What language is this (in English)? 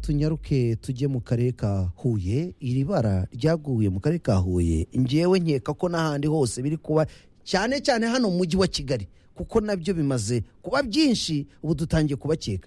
Kinyarwanda